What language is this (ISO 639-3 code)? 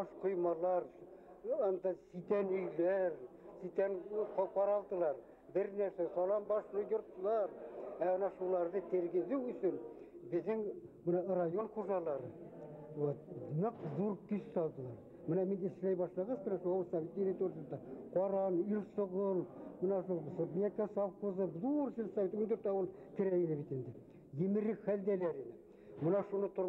bak